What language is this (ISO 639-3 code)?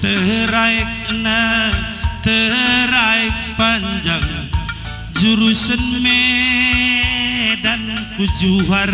btx